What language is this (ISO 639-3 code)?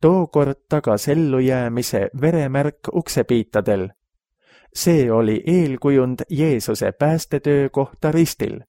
est